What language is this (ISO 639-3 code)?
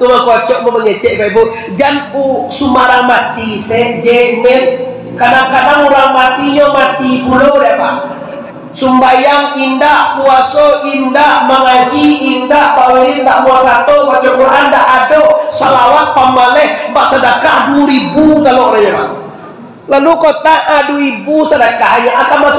min